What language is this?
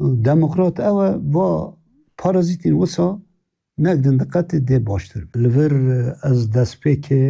Kurdish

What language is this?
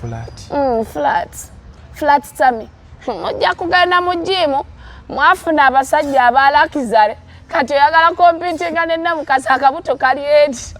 Ganda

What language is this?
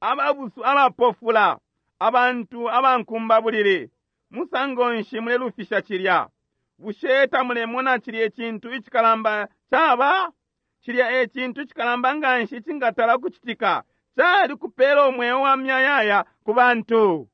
Bemba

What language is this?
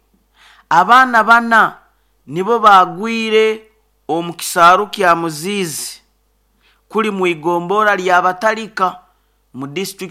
Nyoro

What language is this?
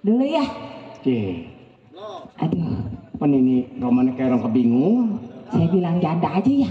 Betawi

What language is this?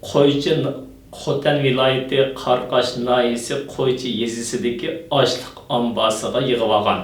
Uyghur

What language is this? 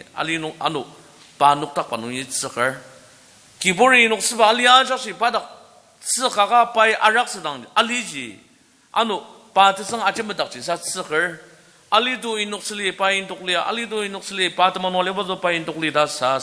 Ao Naga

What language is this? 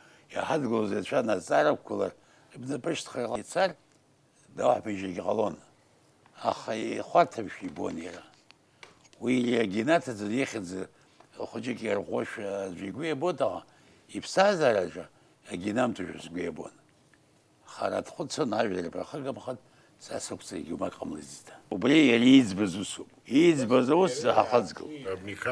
Abkhazian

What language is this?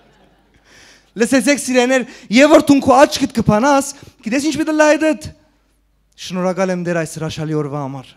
Western Armenian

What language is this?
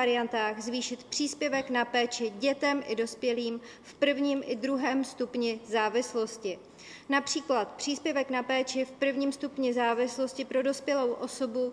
Czech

